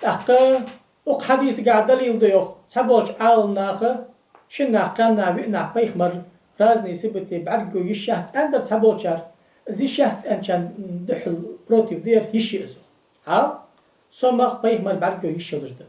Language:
Ingush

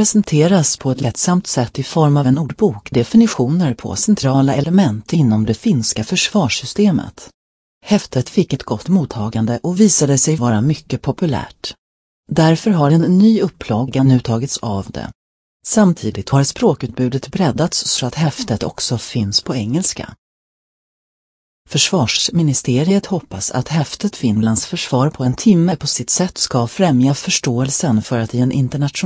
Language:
Swedish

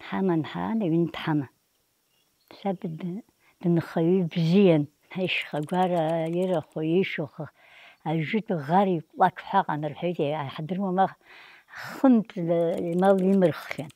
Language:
Abkhazian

